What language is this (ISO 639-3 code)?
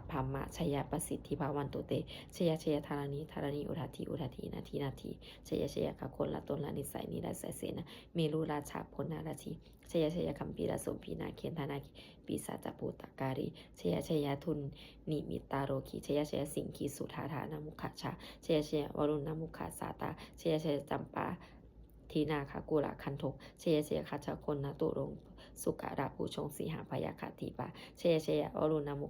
pli